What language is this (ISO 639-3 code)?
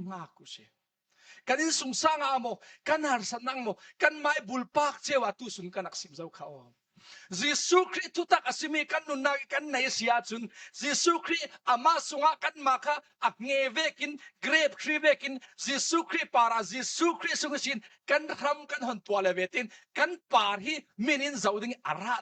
cfm